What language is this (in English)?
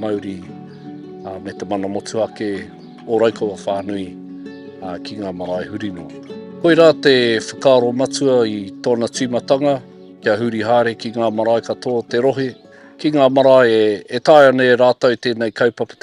Māori